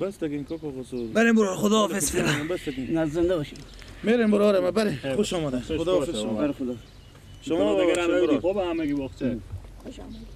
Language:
Persian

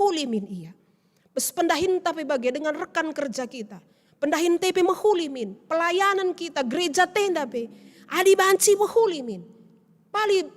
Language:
Batak Karo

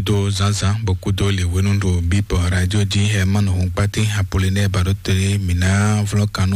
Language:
Fon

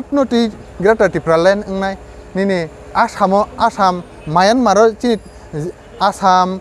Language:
Kok Borok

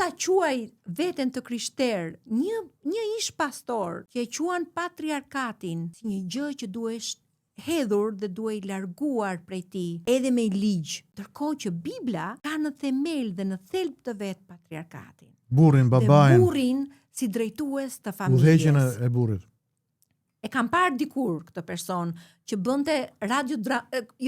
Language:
Albanian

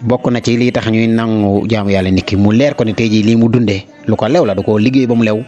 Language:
Wolof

